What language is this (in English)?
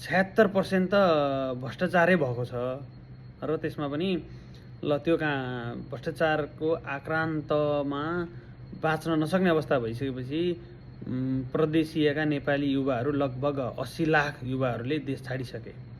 Nepali